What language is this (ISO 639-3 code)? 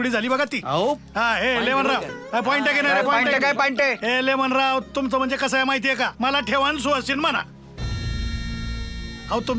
mar